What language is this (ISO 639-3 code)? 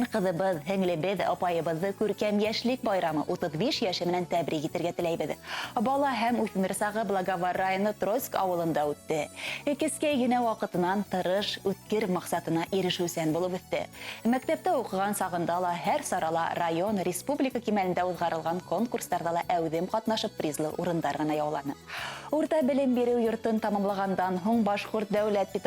bak